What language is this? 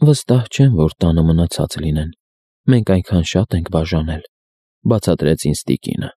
Armenian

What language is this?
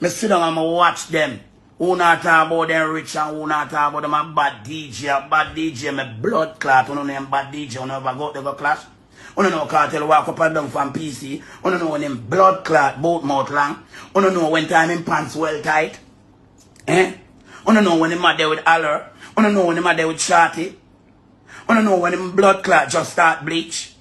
Jamaican Creole English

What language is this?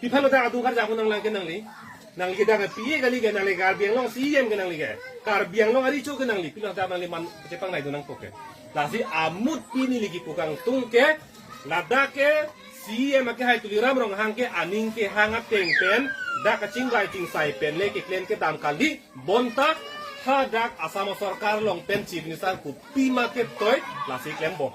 Karbi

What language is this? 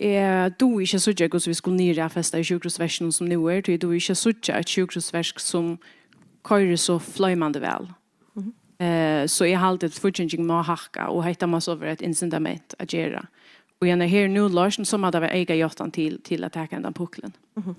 Faroese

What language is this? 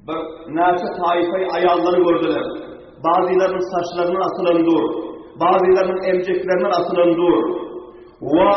Turkmen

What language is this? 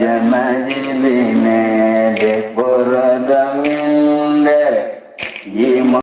Fula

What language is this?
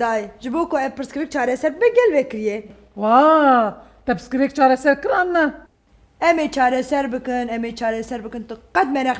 Kurdish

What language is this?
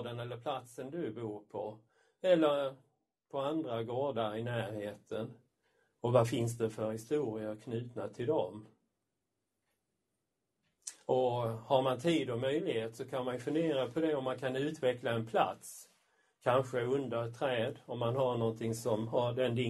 Swedish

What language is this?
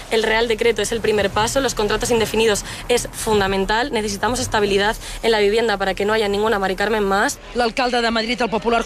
Catalan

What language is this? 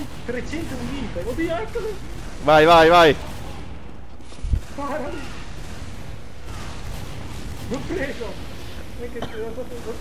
Italian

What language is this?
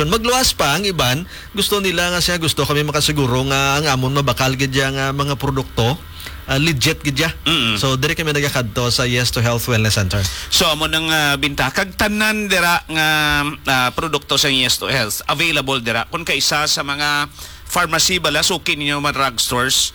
Hiligaynon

